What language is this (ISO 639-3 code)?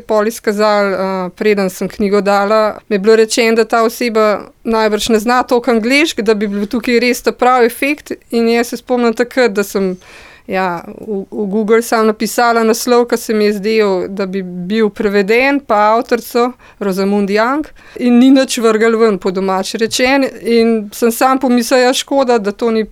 slv